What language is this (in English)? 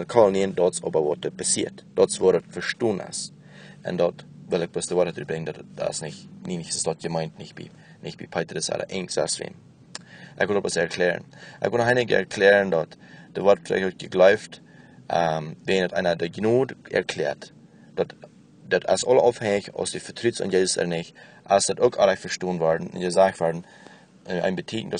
Plautdietsch